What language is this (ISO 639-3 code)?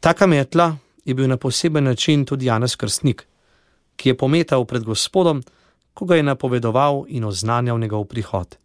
slv